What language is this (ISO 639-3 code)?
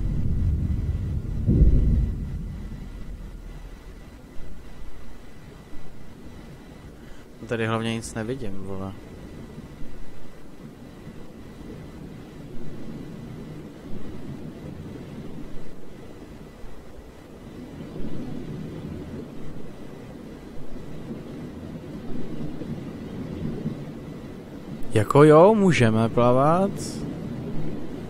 ces